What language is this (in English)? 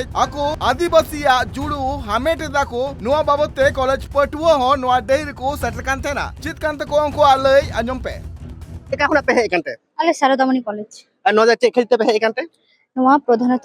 Santali